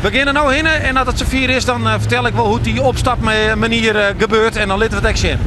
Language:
Western Frisian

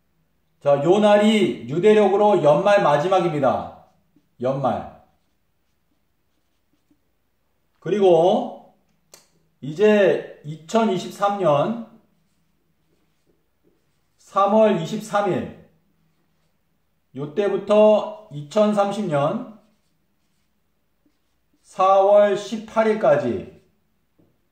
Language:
Korean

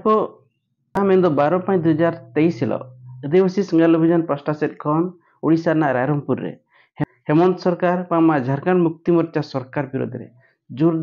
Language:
Santali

